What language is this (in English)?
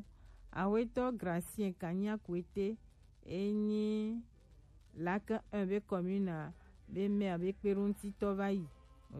Gen